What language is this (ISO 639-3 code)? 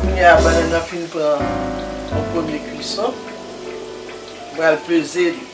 hat